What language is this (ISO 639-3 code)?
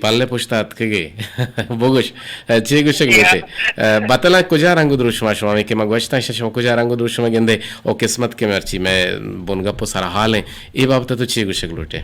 bgp